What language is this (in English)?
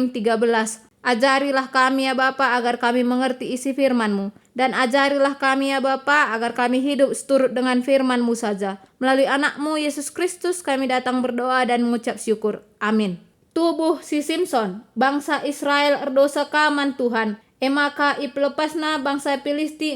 Batak Karo